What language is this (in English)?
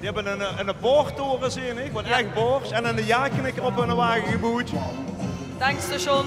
Limburgish